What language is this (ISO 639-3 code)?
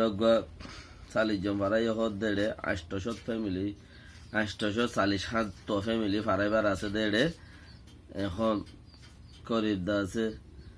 rhg